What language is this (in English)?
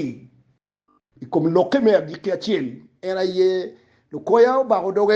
Acoli